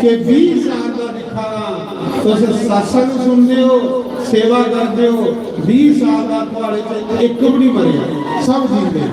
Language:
Dogri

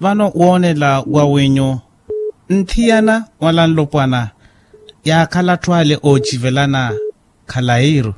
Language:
Makhuwa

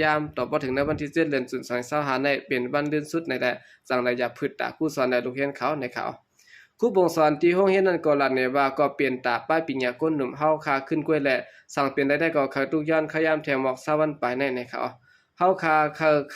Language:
Shan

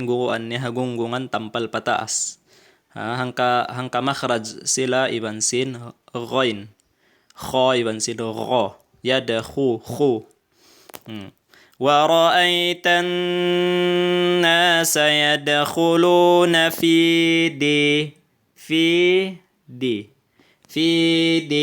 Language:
Tausug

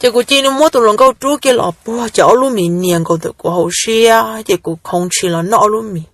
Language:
Hmong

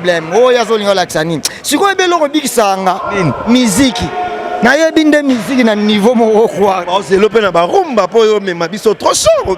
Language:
Lingala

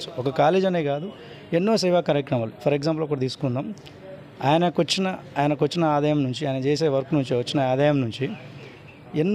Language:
Telugu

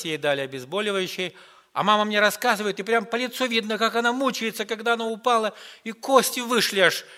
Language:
Russian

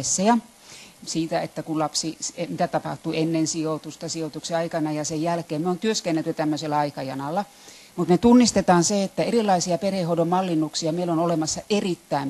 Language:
Finnish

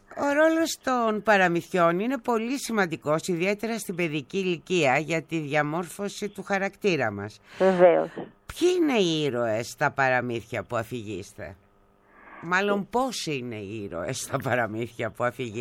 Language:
Greek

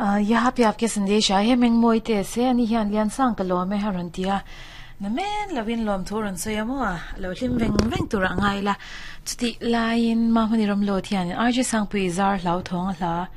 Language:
Mizo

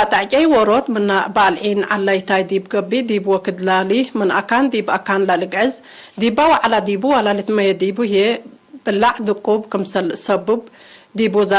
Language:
Tigre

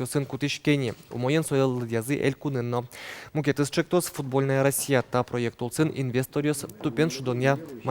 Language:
Udmurt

